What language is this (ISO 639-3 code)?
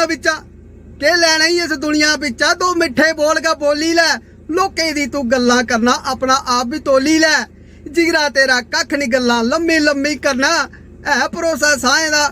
doi